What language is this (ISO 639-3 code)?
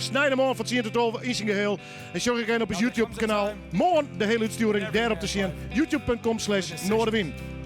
fry